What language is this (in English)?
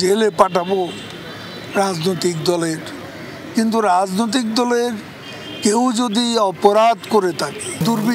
Bangla